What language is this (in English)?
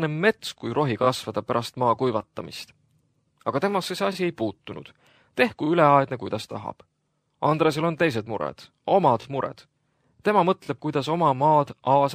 Estonian